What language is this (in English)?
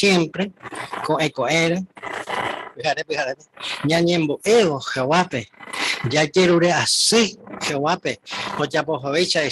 Guarani